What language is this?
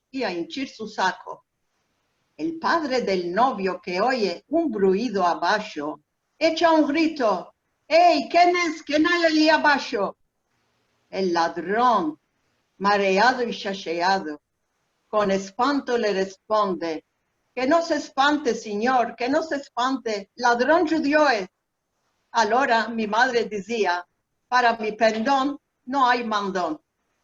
Ladino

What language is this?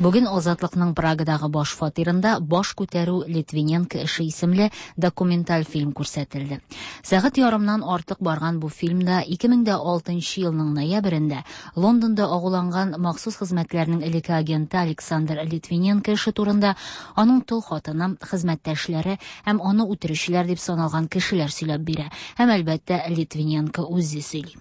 Tatar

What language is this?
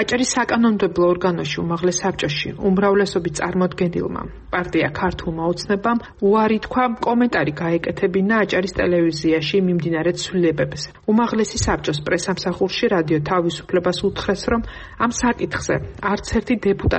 Georgian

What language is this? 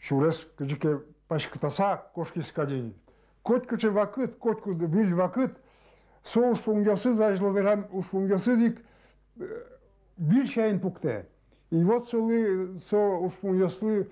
Udmurt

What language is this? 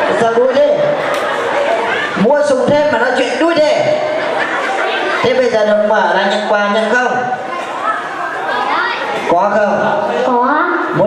Vietnamese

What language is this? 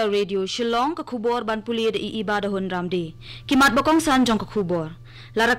Khasi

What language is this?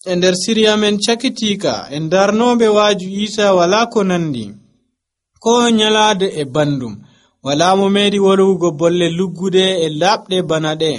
Nigerian Fulfulde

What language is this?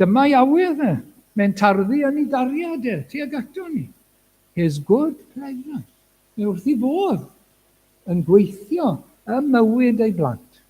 Welsh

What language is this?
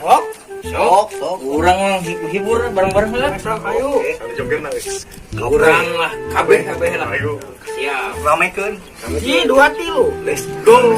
Sundanese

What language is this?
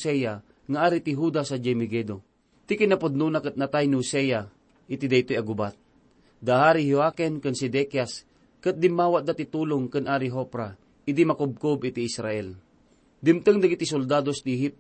Iloko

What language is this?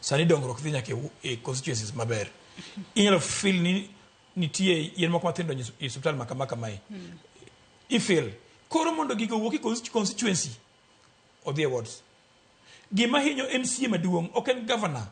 Luo (Kenya and Tanzania)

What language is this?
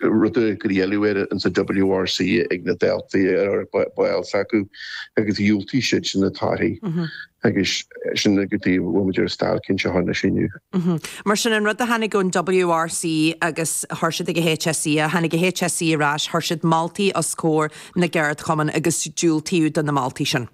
Irish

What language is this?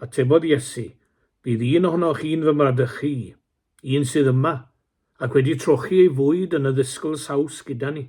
Welsh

